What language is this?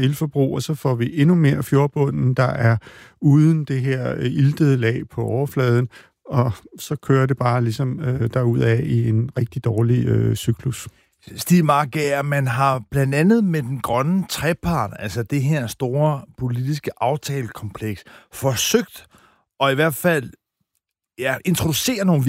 Danish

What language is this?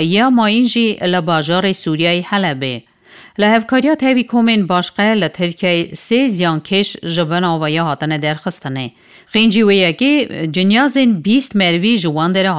Kurdish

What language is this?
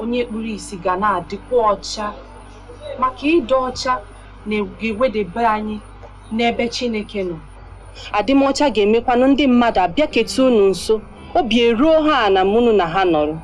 Igbo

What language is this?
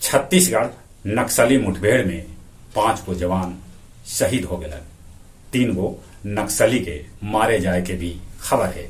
Magahi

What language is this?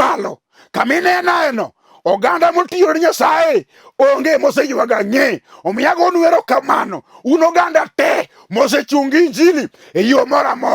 Luo (Kenya and Tanzania)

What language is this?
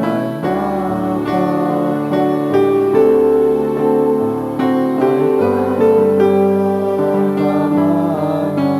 Bikol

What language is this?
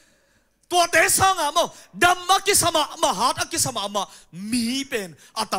Tedim Chin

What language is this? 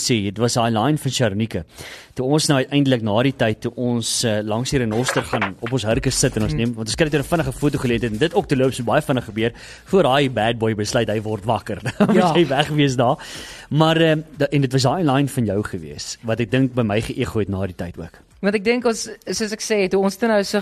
Afrikaans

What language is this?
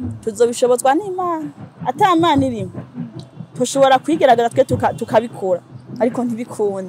Rundi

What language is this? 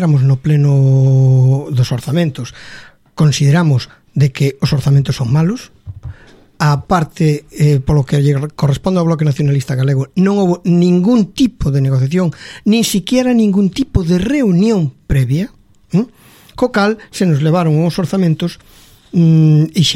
Galician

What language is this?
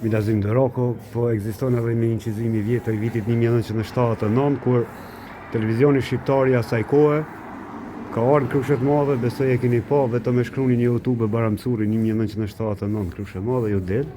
Albanian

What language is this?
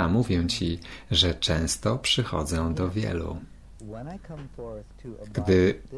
Polish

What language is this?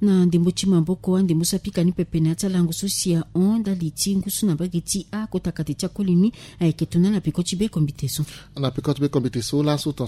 Sango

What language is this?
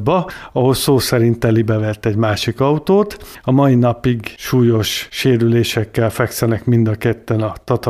Hungarian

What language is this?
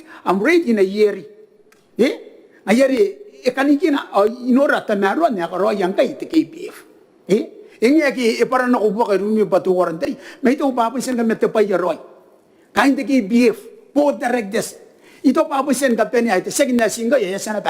Gilbertese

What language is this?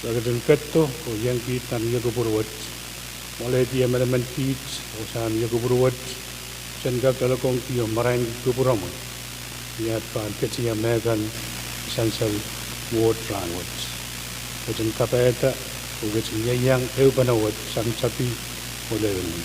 Pohnpeian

